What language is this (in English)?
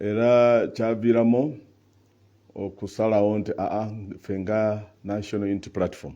Ganda